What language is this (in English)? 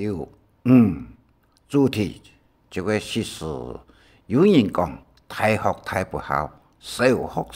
Hakka Chinese